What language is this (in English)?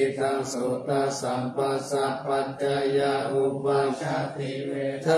Pali